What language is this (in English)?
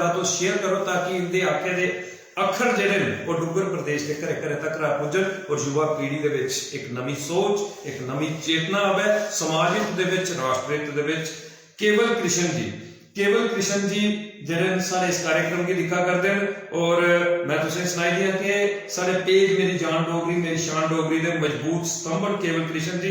Dogri